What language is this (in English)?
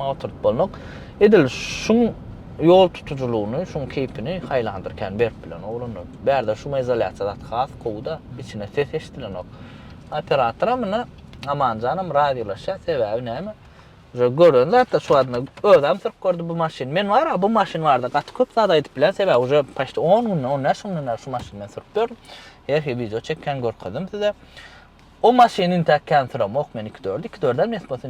Turkmen